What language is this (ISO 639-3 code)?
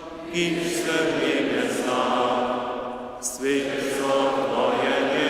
hsb